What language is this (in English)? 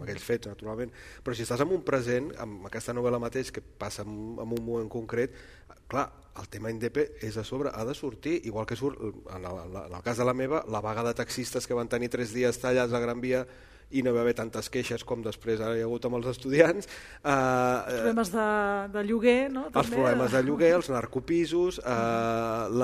Catalan